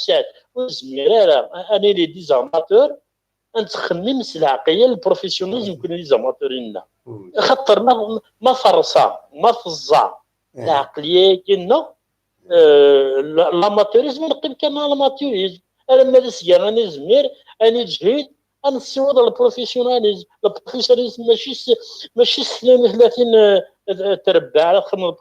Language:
Kabyle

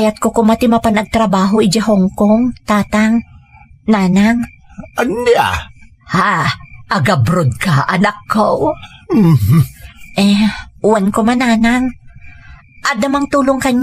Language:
Iloko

